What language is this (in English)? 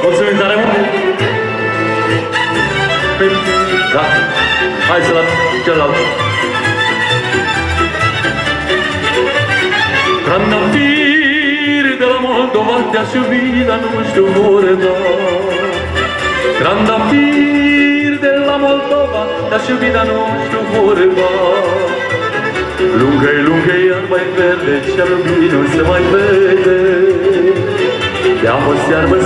Romanian